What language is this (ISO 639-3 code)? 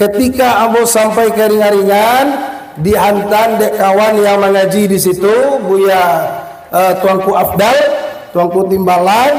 min